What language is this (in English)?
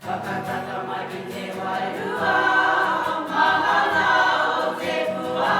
Māori